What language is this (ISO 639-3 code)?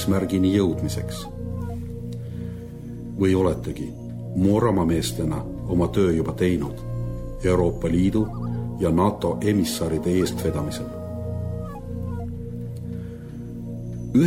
est